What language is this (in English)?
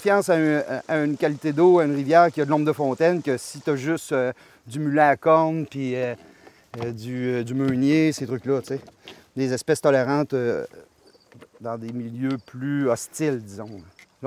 French